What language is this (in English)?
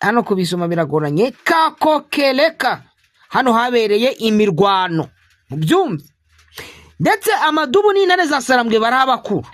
Kinyarwanda